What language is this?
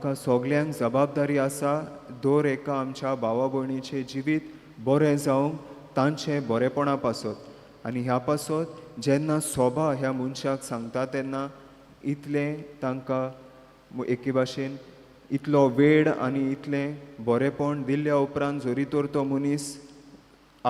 Konkani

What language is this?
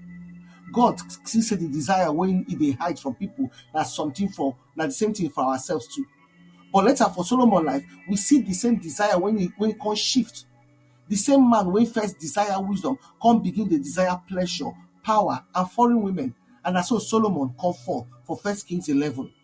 Nigerian Pidgin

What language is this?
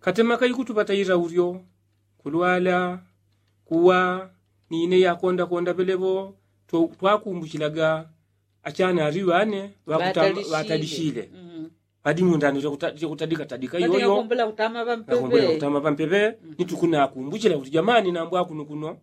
Yao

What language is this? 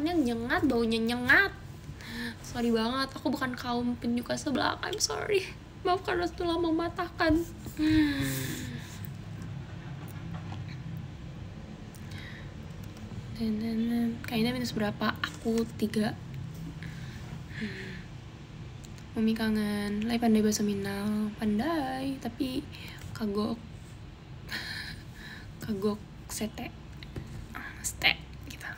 Indonesian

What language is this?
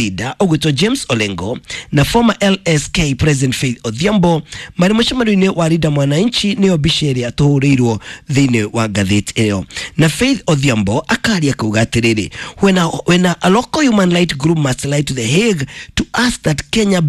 Kikuyu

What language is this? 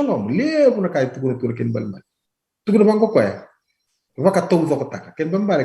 Fijian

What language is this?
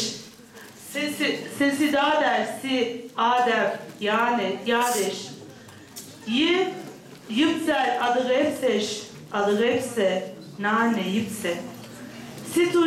Kabardian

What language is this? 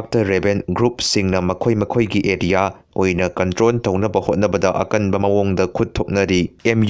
Manipuri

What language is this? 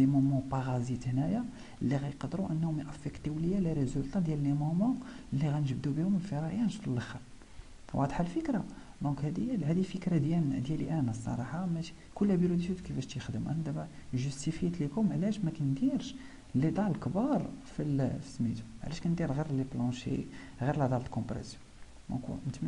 Moroccan Arabic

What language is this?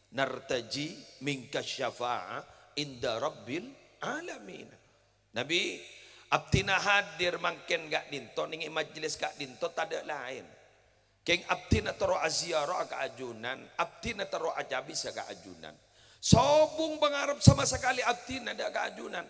Madurese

